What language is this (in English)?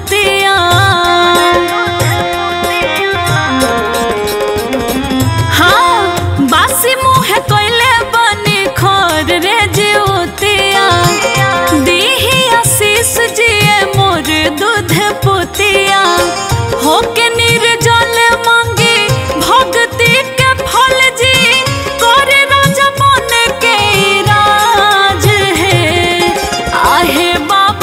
Bhojpuri